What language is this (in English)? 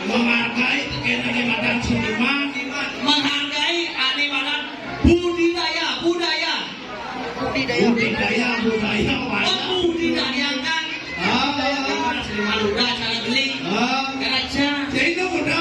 Balinese